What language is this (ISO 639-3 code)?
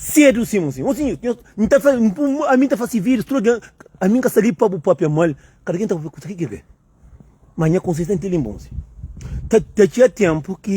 kea